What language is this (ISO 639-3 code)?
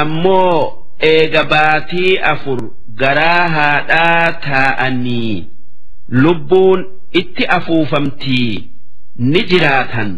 orm